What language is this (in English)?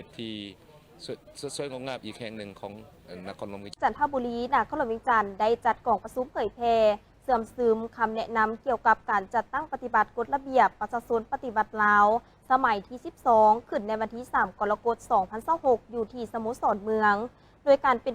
Lao